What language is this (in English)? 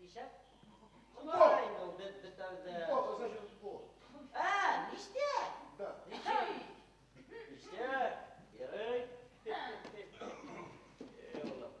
Bashkir